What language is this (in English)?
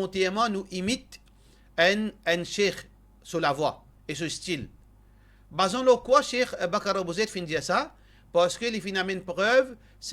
Morisyen